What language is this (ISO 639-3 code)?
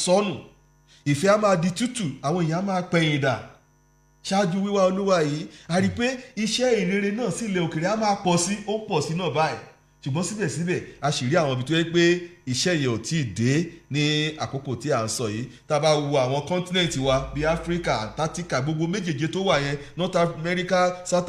yor